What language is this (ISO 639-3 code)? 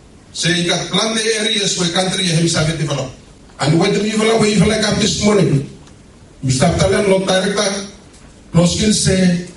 bis